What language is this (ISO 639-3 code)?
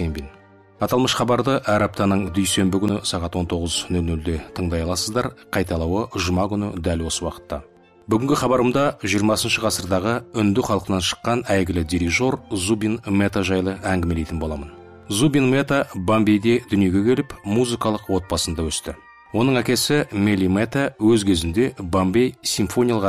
kaz